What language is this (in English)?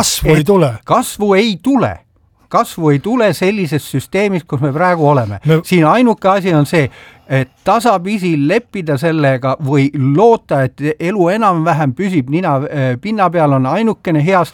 Estonian